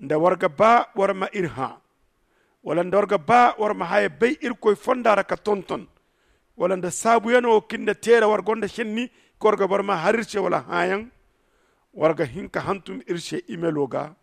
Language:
Zarma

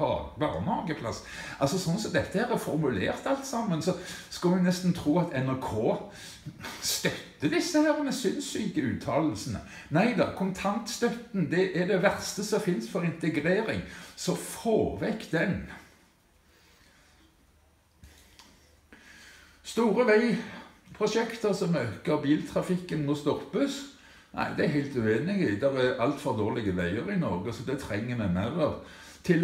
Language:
Norwegian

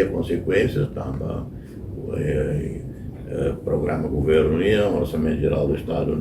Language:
Tetum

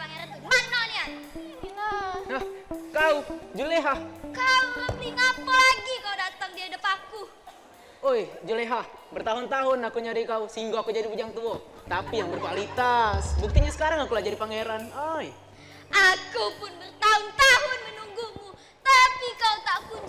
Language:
Musi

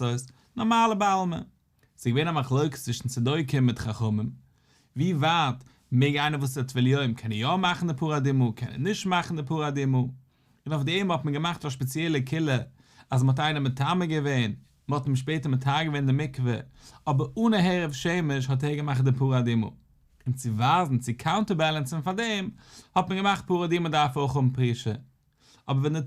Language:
Yiddish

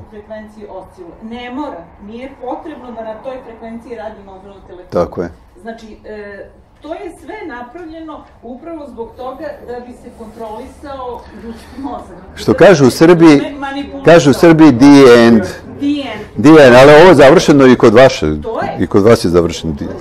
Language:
Serbian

